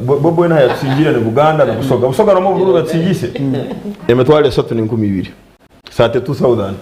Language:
Nyankole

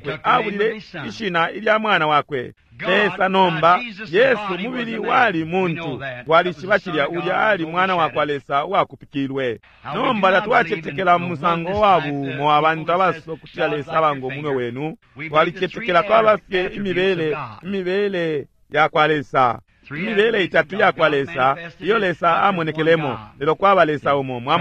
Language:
Bemba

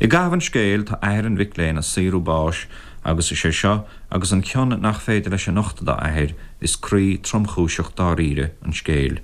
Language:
Irish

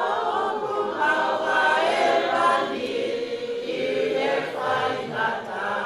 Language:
Tongan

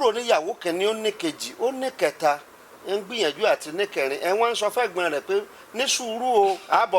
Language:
Yoruba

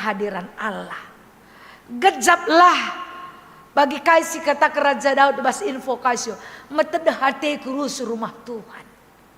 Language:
Batak Karo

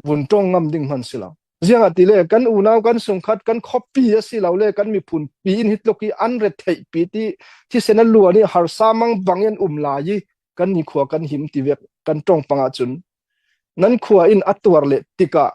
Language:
Falam Chin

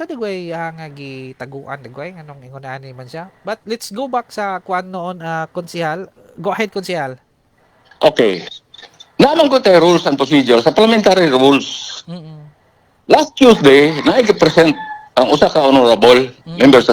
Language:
Cebuano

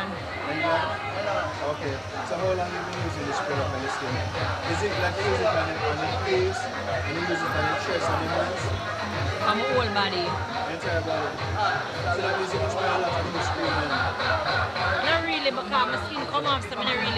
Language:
Jamaican Creole English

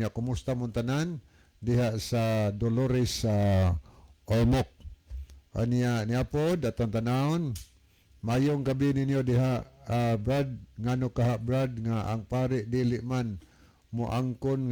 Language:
Cebuano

